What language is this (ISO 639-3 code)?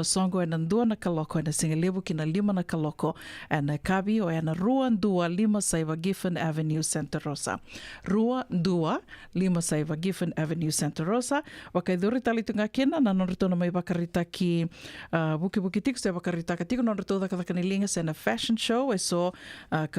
fij